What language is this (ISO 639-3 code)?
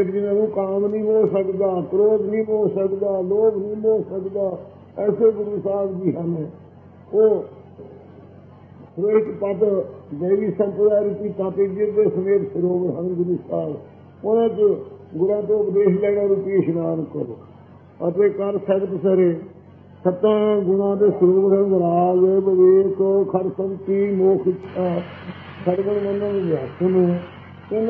pan